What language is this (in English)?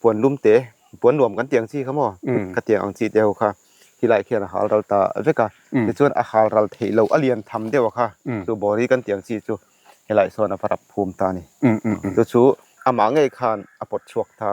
Mizo